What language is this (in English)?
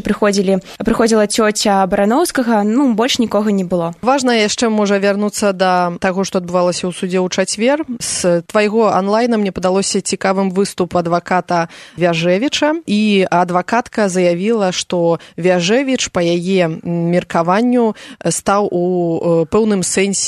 Belarusian